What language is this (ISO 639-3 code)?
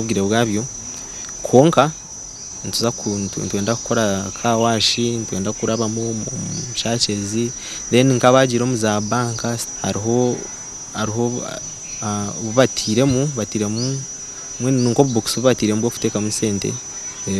nyn